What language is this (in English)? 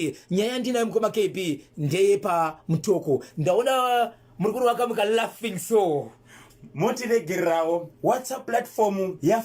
Shona